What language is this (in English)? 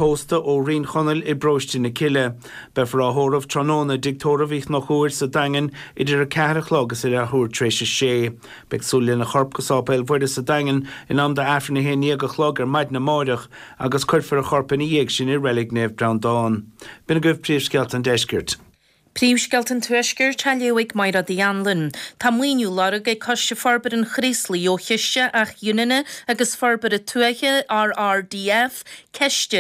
Irish